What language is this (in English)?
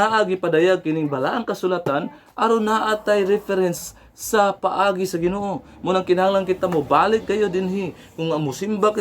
Cebuano